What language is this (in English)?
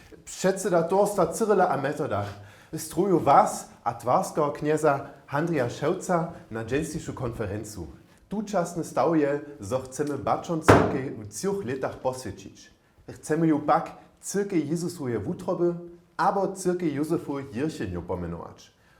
Upper Sorbian